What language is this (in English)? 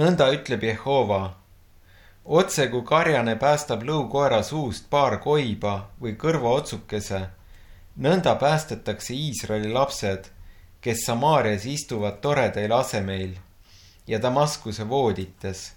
Estonian